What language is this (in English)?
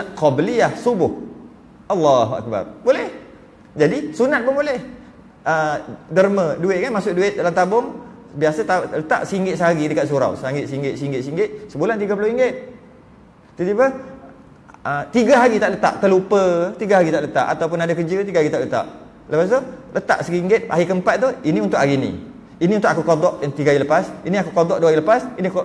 Malay